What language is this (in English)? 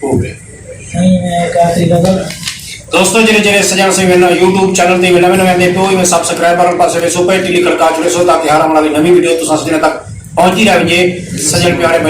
Saraiki